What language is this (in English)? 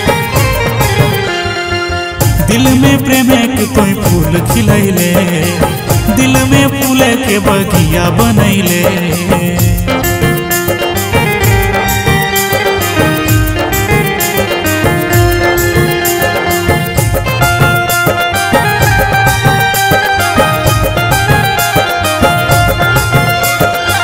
Bhojpuri